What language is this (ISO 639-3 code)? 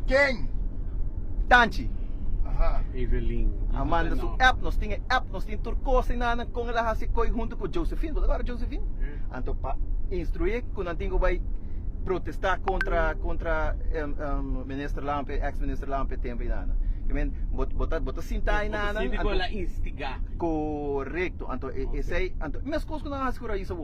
pap